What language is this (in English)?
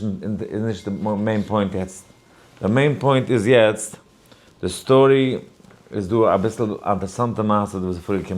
Yiddish